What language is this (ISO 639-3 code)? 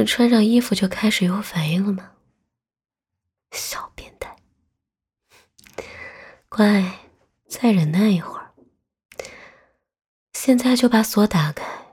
zho